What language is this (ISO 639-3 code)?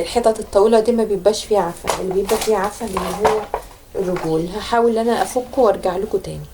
arz